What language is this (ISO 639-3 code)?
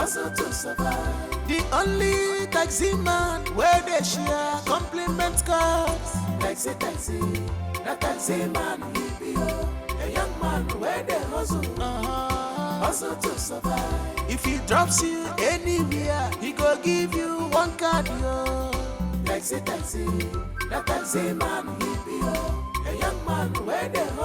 pcm